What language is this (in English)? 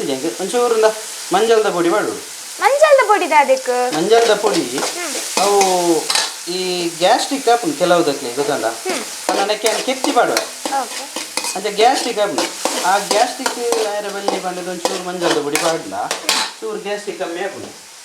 Tulu